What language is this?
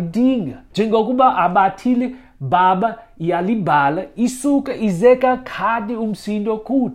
Xhosa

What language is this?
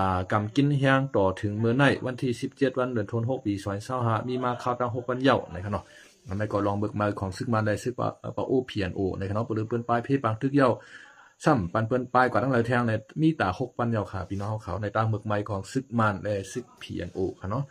Shan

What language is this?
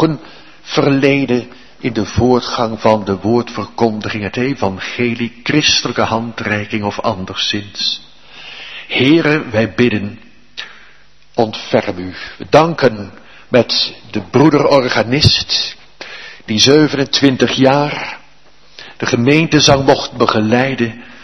Dutch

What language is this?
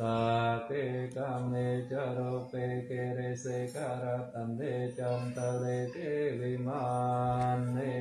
Pali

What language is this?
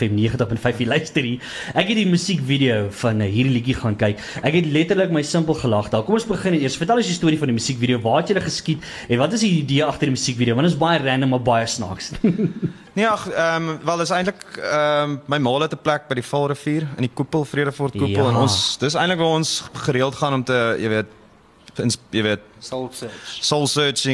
Afrikaans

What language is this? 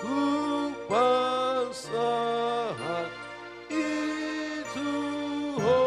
Batak Toba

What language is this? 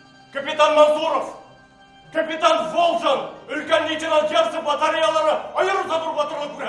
Bashkir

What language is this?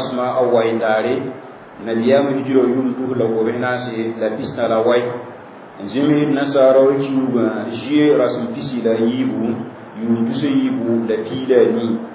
Mossi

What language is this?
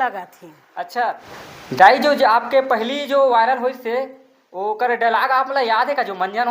Chhattisgarhi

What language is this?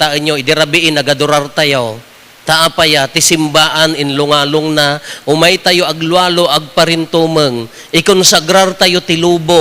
Iloko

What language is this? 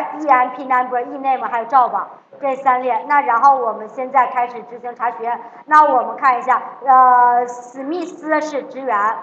Chinese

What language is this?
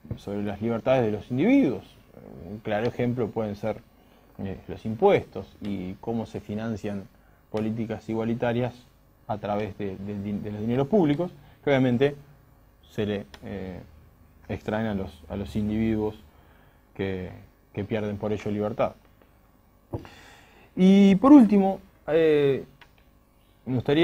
Spanish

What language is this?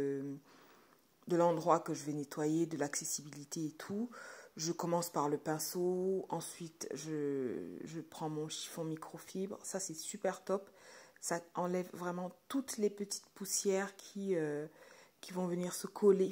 French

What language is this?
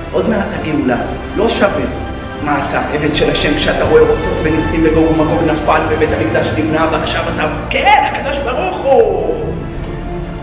Hebrew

